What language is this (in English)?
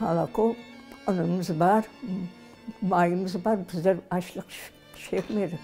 Crimean Tatar